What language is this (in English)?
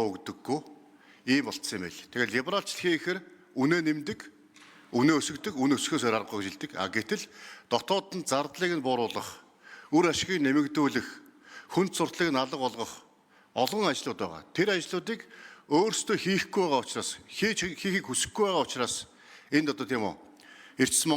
Mongolian